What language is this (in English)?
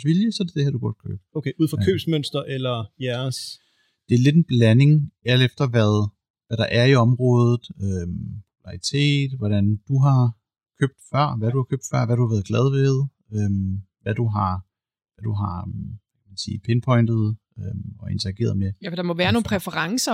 Danish